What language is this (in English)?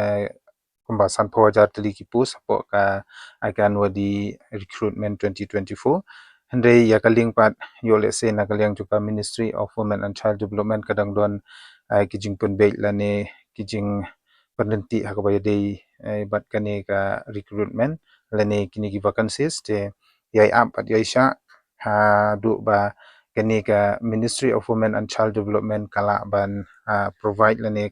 Khasi